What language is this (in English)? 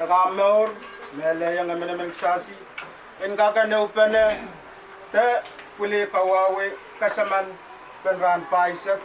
Pohnpeian